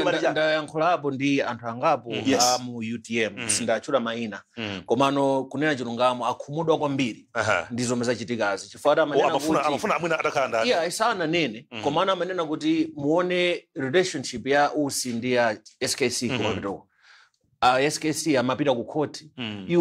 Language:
Nyanja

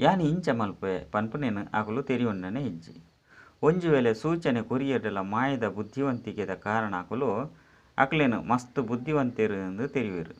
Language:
Tulu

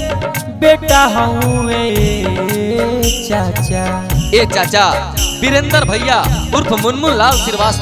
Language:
Bhojpuri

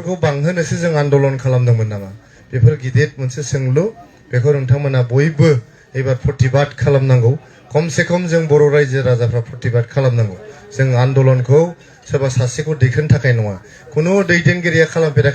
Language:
Bodo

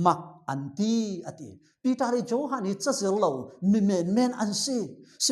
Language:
Falam Chin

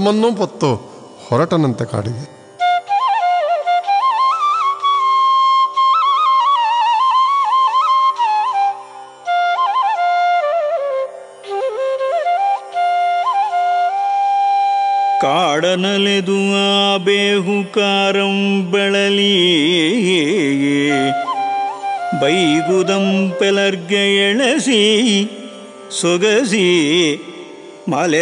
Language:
Kannada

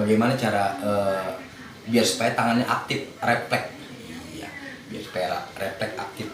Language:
Betawi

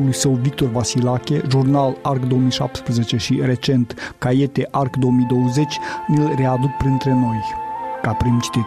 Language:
Romanian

